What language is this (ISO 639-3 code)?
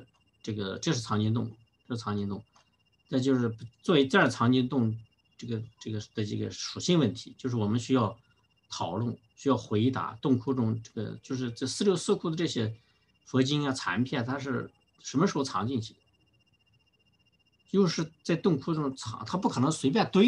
zho